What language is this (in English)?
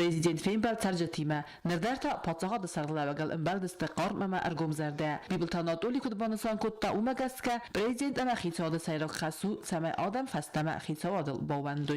Ossetic